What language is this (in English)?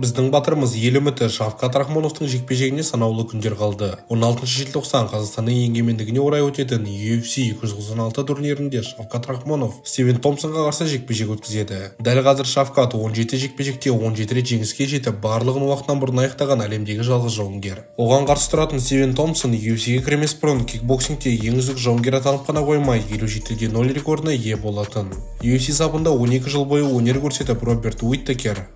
Kazakh